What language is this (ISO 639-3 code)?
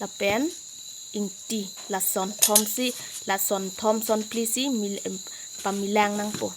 mjw